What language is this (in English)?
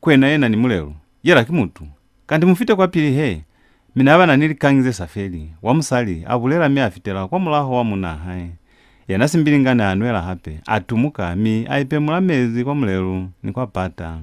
Lozi